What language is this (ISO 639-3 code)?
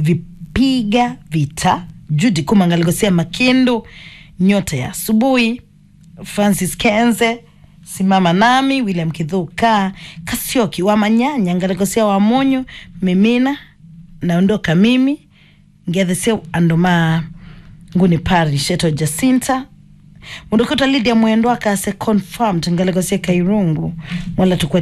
kam